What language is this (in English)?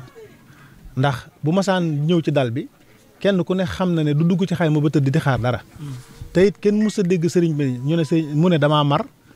Wolof